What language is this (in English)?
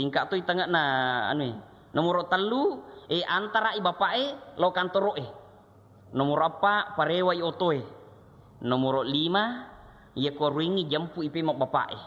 Buginese